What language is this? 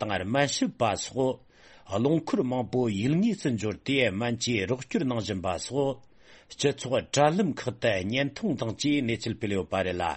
Tibetan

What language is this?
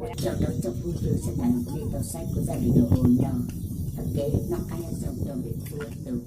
Hmong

